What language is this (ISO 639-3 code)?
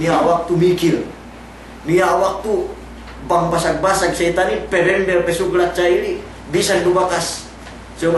yka